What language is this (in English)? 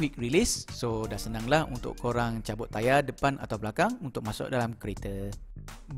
Malay